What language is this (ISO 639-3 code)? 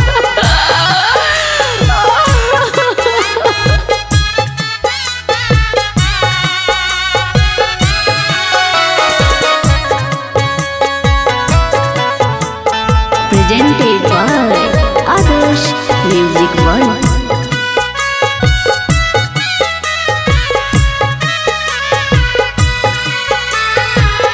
bho